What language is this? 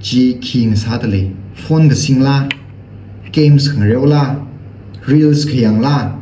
Tangkhul Naga (India)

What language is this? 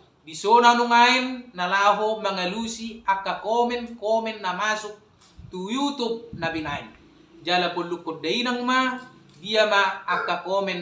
Batak Toba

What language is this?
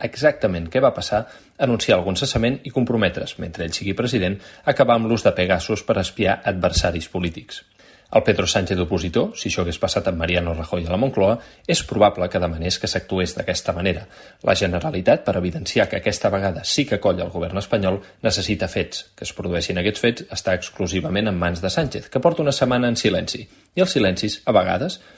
Catalan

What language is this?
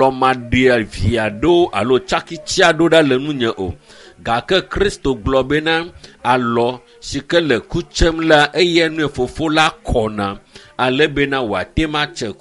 Ewe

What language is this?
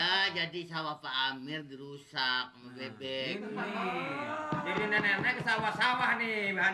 Betawi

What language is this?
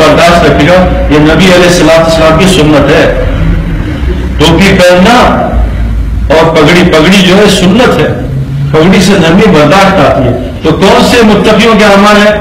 Urdu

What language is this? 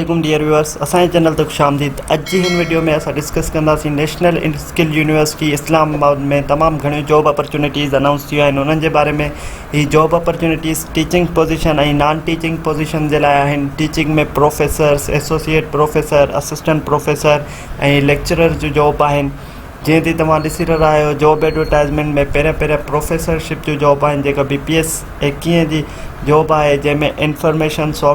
Sindhi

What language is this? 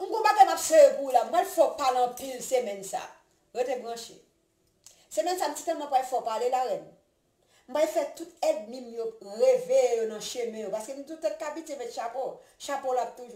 Haitian Creole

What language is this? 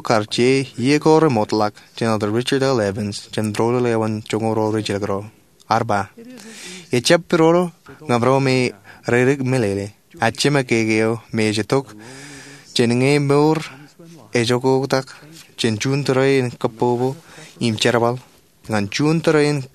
Marshallese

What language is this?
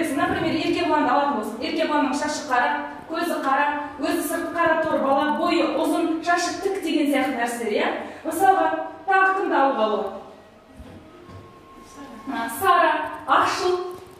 Kazakh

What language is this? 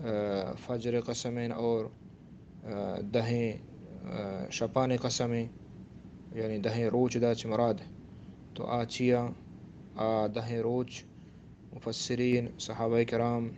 Baluchi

